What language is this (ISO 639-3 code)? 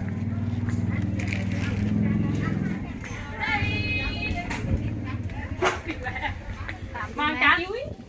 lao